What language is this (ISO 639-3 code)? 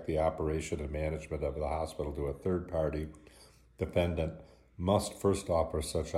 eng